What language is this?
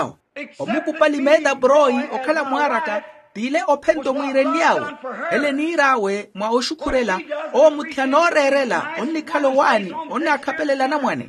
Makhuwa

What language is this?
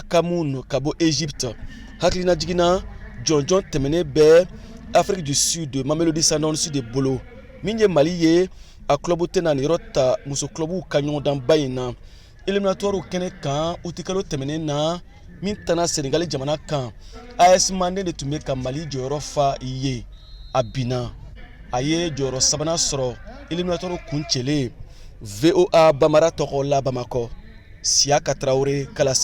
Bambara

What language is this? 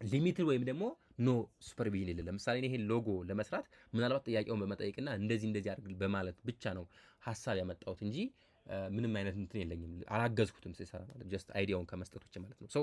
Amharic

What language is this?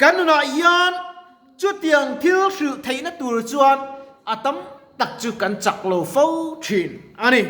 Mizo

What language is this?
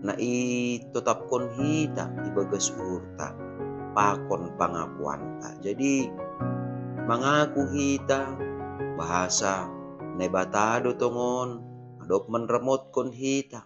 Batak Simalungun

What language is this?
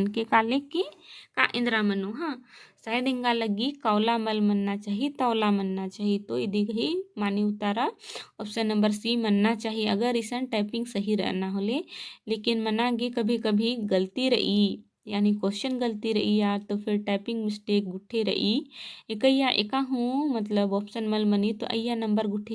Kurukh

